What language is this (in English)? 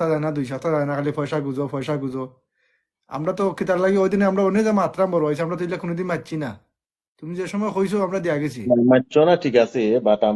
Sylheti